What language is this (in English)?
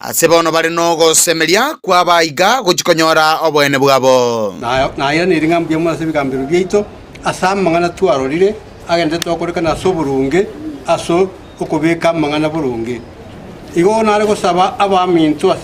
Gusii